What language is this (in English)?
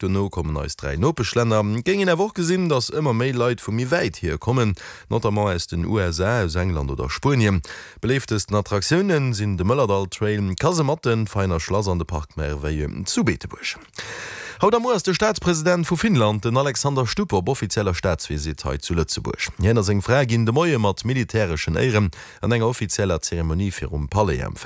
Luxembourgish